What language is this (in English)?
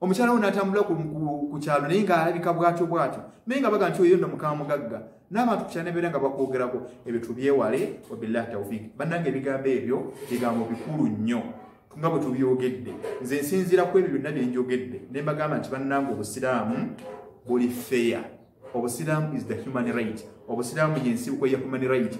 Ganda